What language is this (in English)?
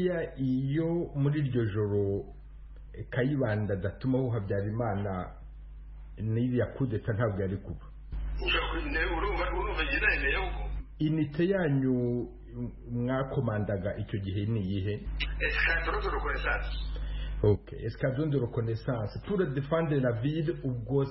Kinyarwanda